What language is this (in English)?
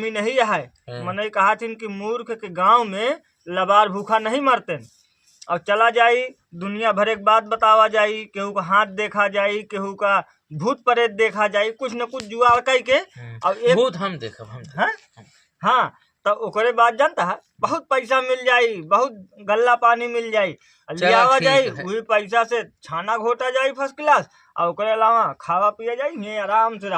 Awadhi